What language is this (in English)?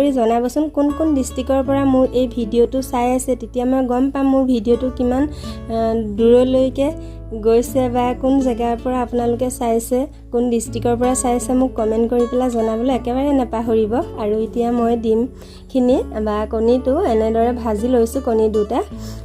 Assamese